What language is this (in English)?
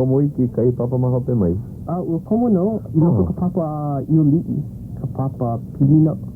Hawaiian